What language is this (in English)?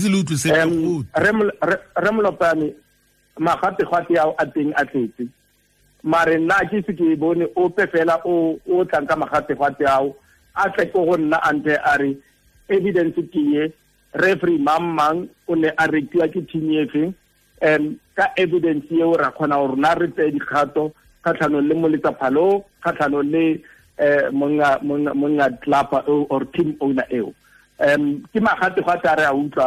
Tswana